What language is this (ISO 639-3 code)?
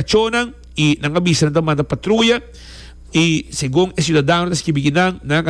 pap